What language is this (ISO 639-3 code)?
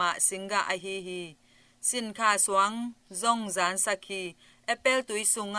ctd